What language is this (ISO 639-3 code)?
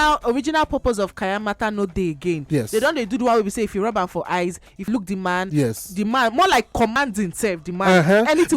pcm